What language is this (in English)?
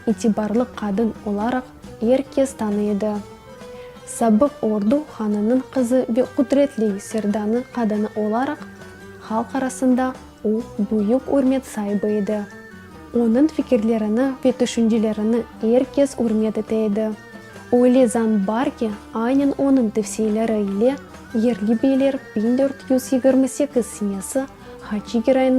Crimean Tatar